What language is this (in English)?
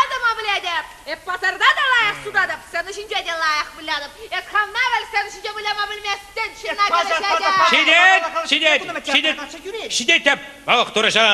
Chuvash